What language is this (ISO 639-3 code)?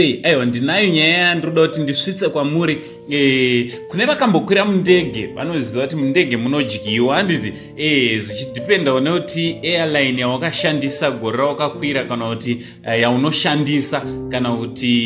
sna